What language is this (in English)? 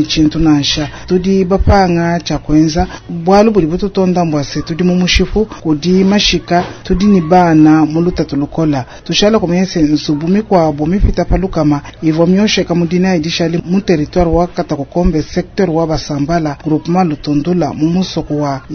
Luba-Lulua